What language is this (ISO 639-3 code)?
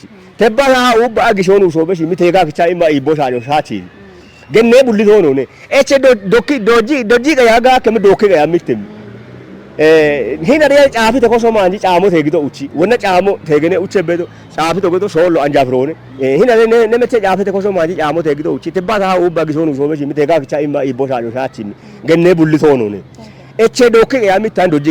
kbr